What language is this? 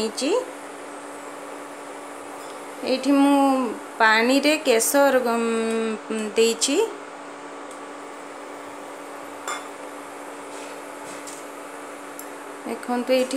Odia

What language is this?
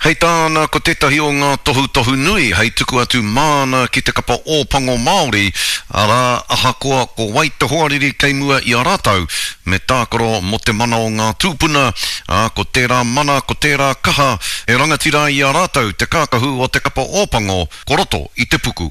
Māori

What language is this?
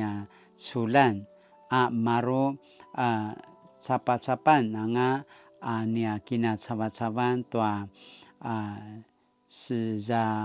Paiwan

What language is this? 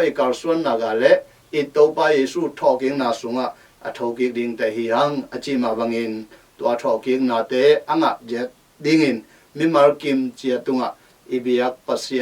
Tedim Chin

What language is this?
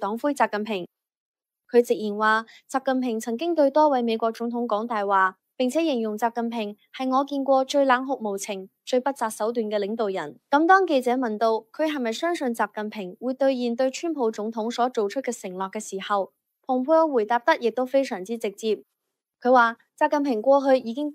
Cantonese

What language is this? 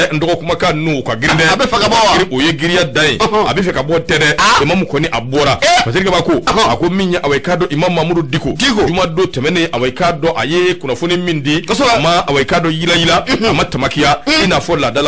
Bambara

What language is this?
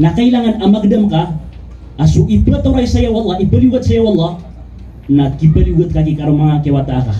Maranao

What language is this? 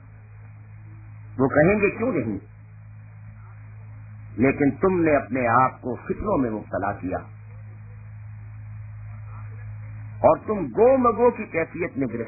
Urdu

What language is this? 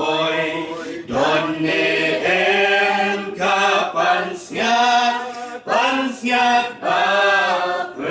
Khasi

